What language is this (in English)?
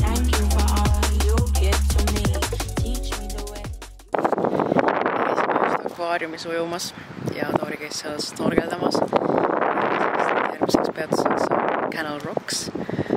Estonian